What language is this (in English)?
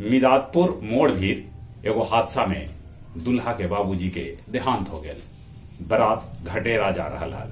Magahi